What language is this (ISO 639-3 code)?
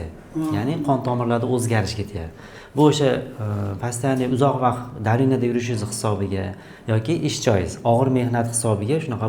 uzb